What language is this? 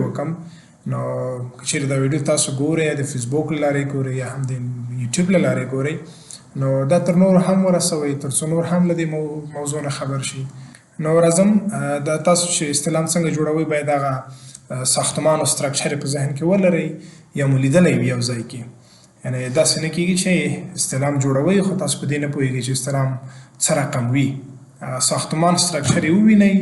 Pashto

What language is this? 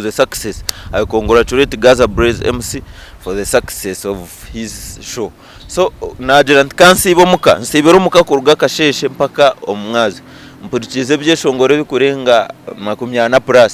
Nyankole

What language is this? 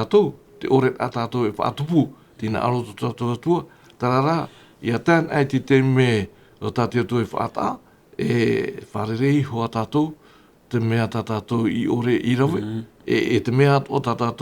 Tahitian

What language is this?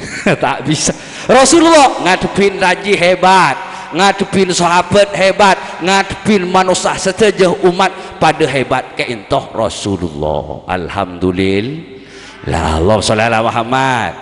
Madurese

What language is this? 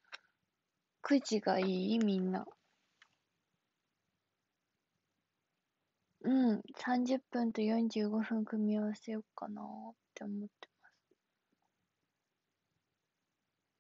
Japanese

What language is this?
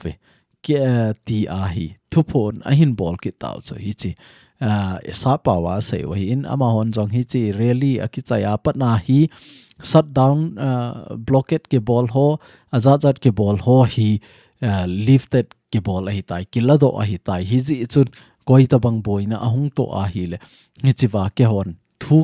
Thado Chin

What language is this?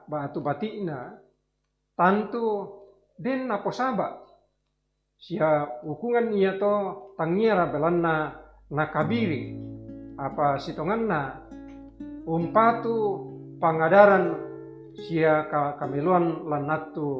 Toraja-Sa'dan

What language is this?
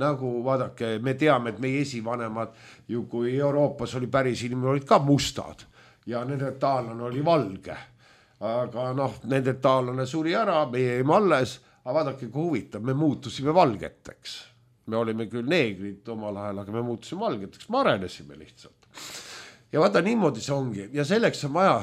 Estonian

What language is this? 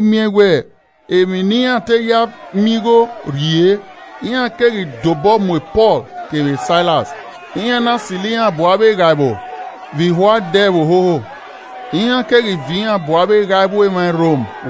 Esan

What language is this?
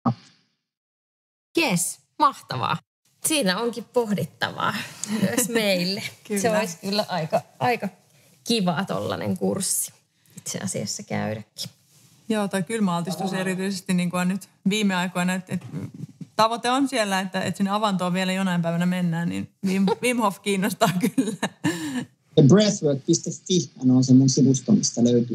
Finnish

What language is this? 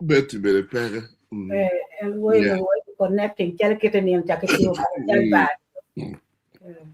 Acoli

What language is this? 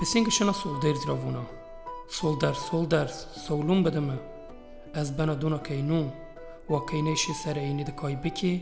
Zaza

